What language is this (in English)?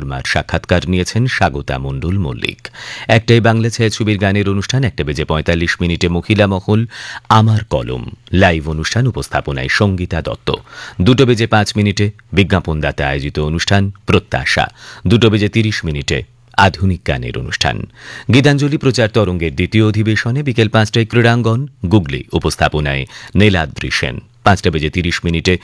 Bangla